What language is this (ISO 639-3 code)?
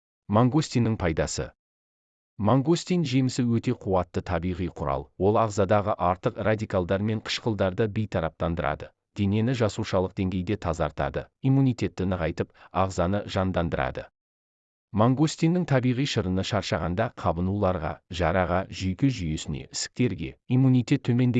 kaz